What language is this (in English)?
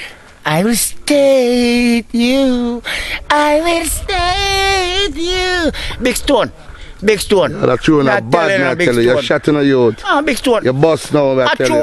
Jamaican Creole English